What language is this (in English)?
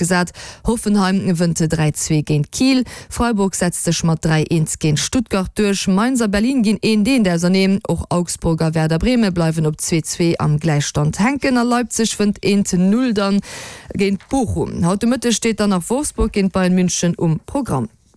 Luxembourgish